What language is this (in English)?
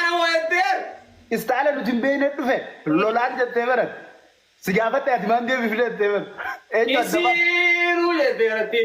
Oromo